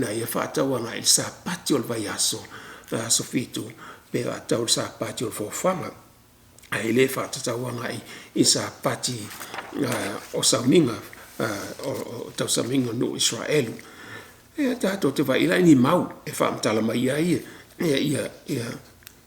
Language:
Samoan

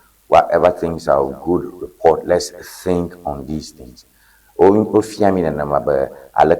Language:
Ewe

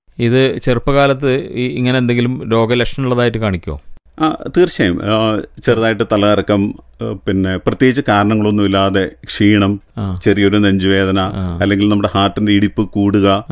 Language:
Malayalam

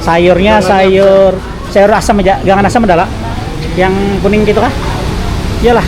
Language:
Banjar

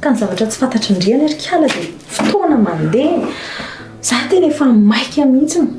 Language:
Malagasy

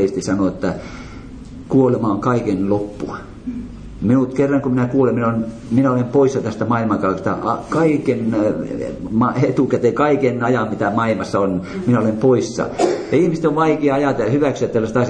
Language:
Finnish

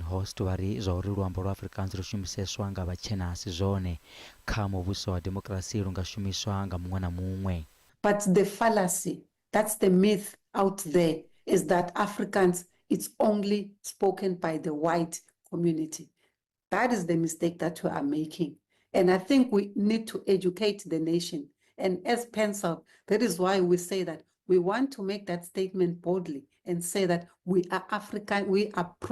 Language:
Venda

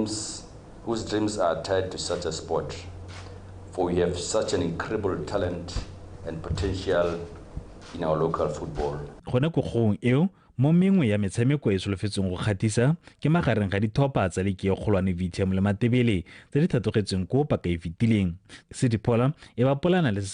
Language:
Tswana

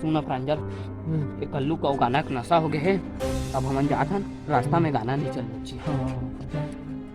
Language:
Chhattisgarhi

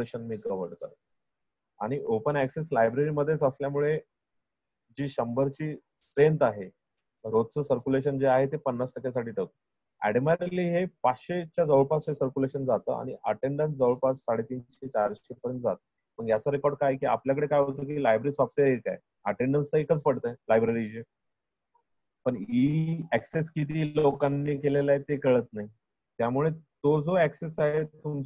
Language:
Marathi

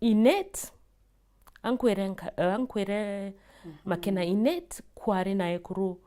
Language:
Meru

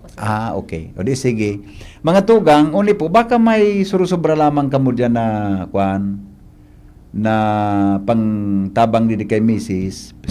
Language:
Bikol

